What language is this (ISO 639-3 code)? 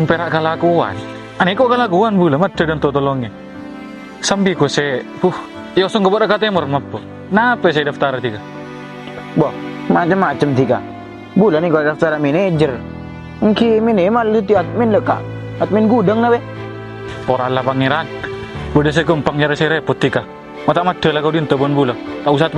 mad